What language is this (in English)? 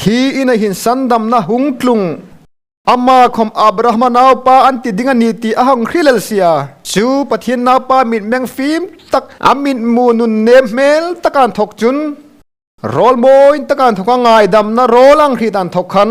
Hmar